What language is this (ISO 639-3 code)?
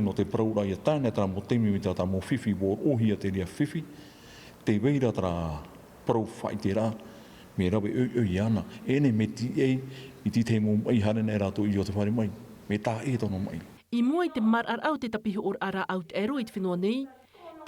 tah